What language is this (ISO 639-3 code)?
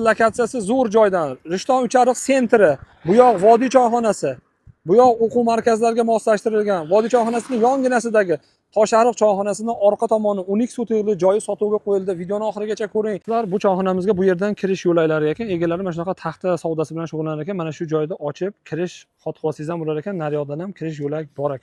uzb